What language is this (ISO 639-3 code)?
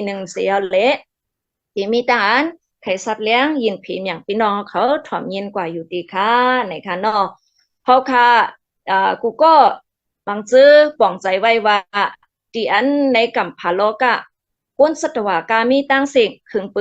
shn